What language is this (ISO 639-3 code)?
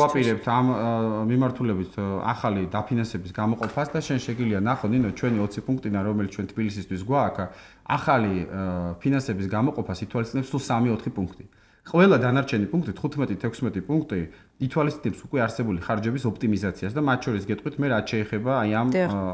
kat